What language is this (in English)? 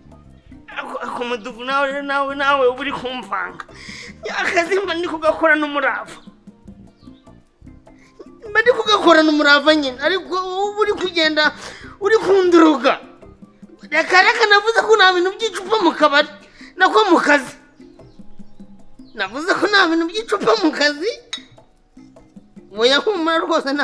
Kinyarwanda